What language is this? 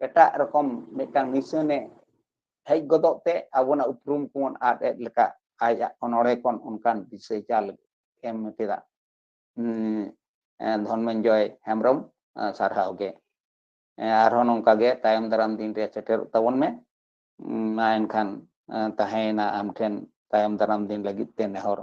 Santali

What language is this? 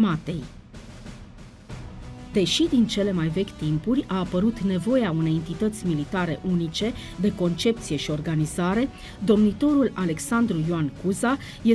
Romanian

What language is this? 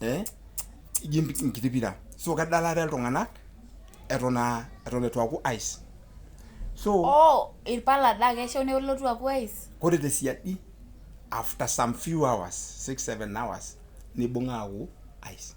Masai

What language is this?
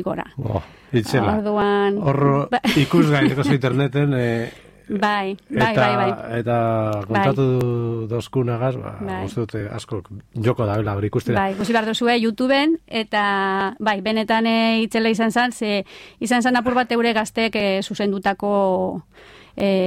Basque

